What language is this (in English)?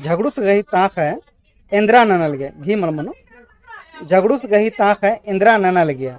Kurukh